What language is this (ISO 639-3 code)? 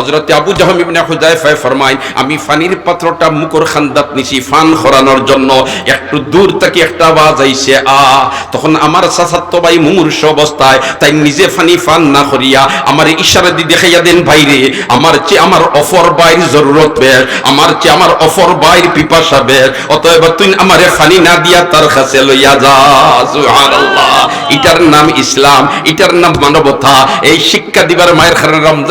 syl